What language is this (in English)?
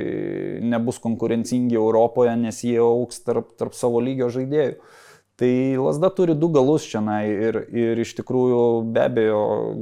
Lithuanian